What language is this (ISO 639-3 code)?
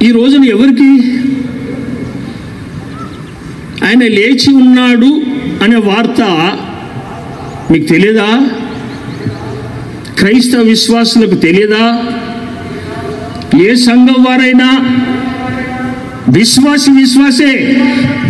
tel